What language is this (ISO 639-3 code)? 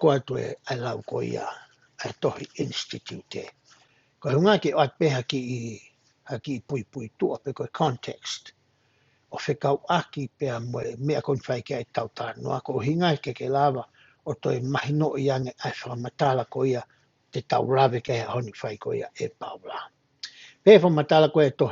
ton